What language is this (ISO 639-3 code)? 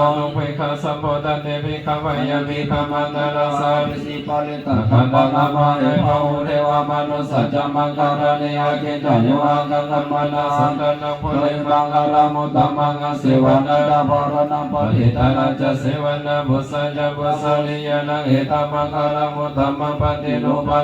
pli